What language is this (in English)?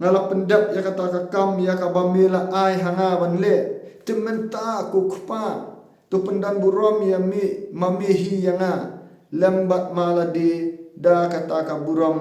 Khasi